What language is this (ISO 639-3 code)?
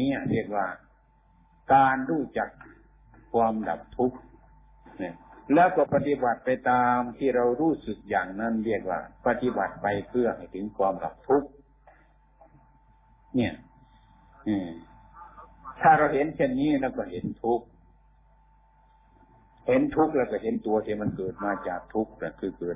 tha